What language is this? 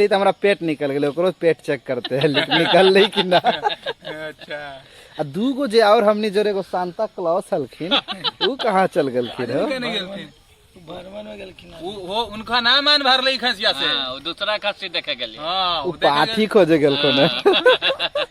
Magahi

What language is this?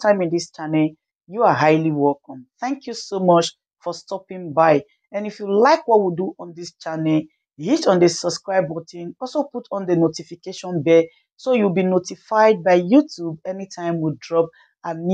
Nigerian Pidgin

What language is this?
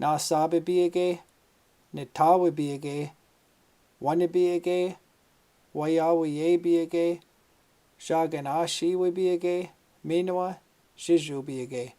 Chippewa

